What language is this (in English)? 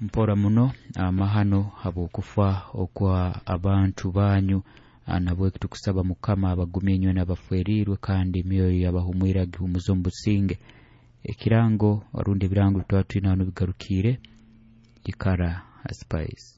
Nyoro